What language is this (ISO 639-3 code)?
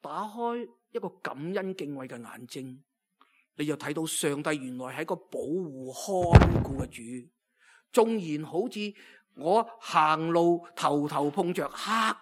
yue